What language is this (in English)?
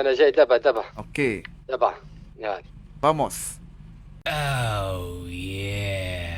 Moroccan Arabic